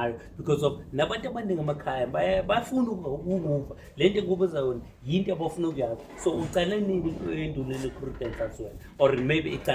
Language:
Zulu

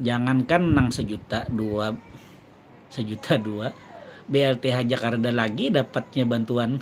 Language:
Banjar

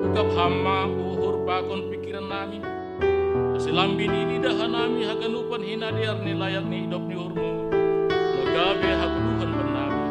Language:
Batak Simalungun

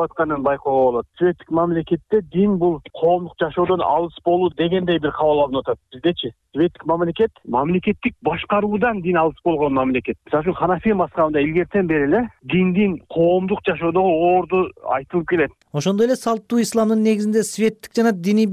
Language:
Kyrgyz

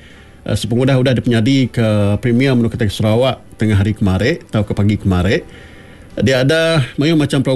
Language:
Iban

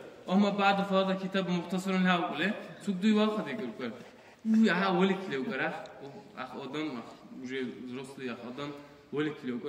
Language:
Dargwa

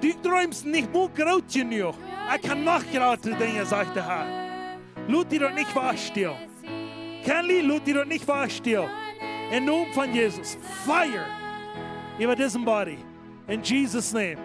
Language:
Plautdietsch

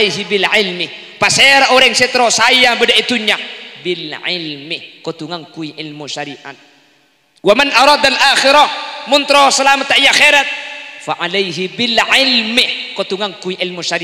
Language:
Madurese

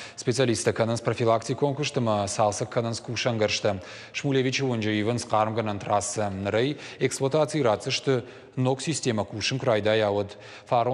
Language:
Ossetic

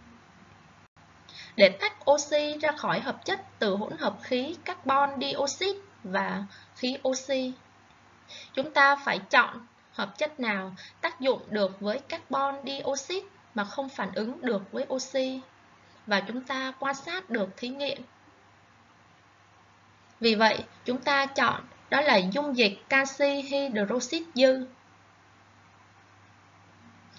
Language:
Vietnamese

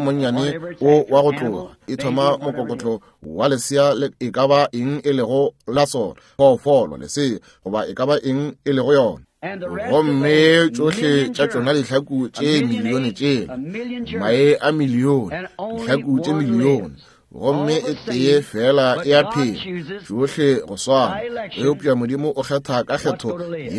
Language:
Northern Sotho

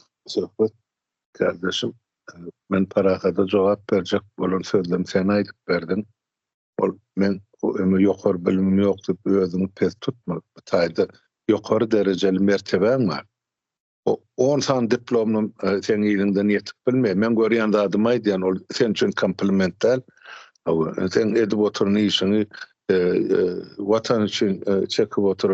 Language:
Turkmen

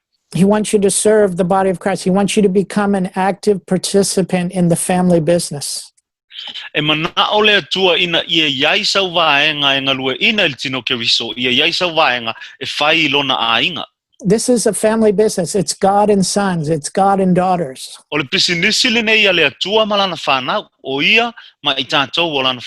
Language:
Samoan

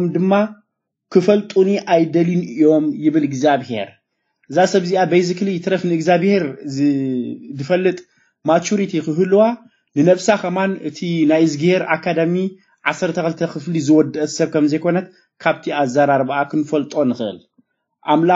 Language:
Tigrinya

